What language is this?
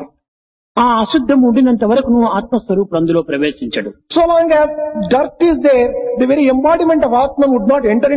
Telugu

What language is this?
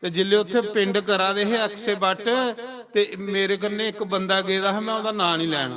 Dogri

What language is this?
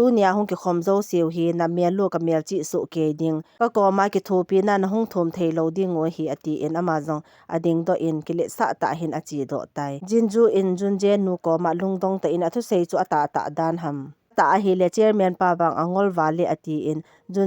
Thado Chin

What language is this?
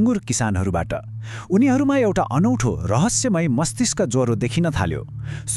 Nepali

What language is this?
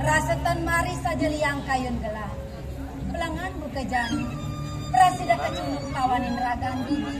Balinese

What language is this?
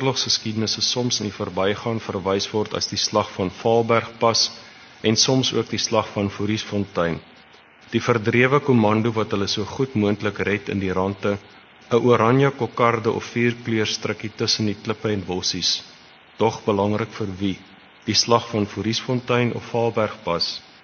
Afrikaans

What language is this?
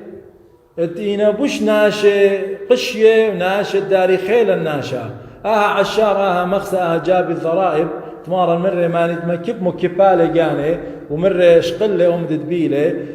Assyrian Neo-Aramaic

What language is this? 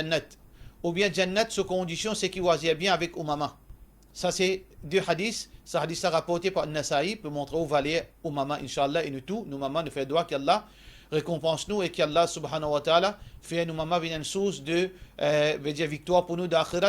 Morisyen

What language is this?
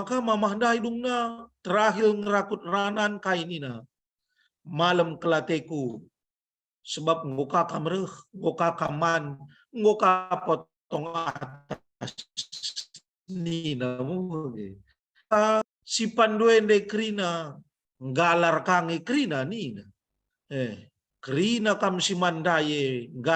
Batak Karo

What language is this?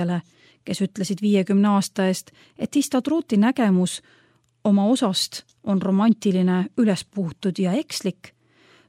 Estonian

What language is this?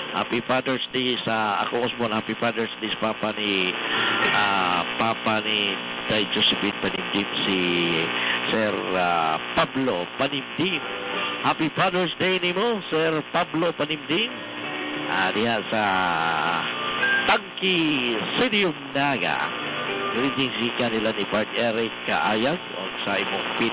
Cebuano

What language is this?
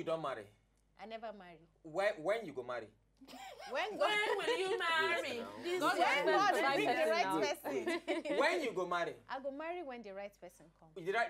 Nigerian Pidgin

